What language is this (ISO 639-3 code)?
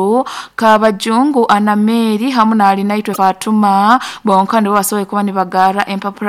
nyo